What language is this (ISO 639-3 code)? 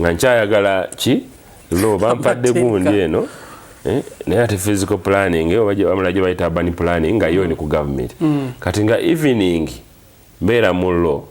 lug